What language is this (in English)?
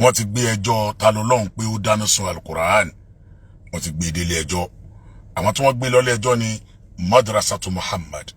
Yoruba